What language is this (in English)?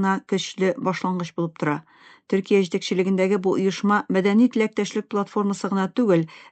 Tatar